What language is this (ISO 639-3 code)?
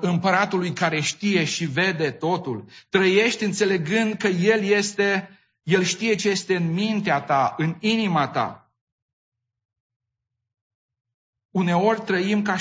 ron